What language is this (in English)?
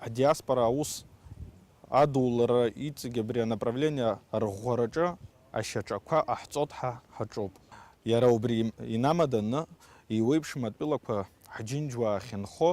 Abkhazian